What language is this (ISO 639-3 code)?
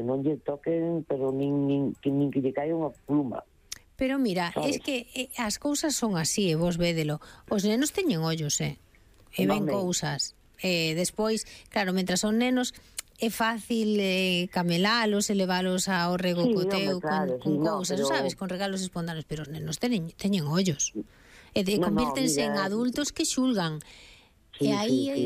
glg